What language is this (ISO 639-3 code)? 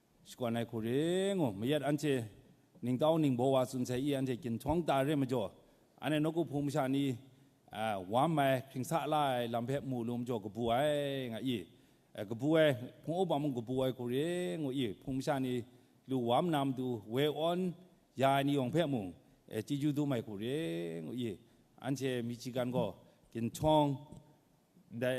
kac